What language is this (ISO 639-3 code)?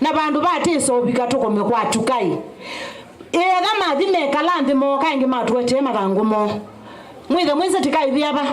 kam